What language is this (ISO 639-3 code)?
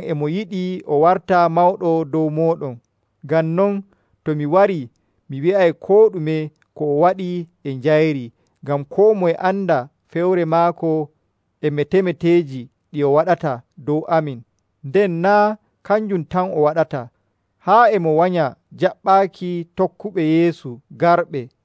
fuv